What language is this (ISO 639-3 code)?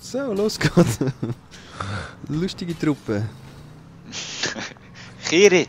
gsw